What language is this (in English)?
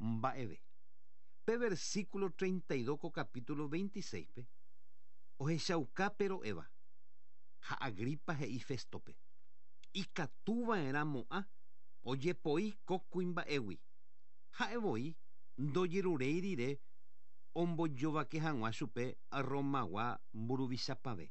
Guarani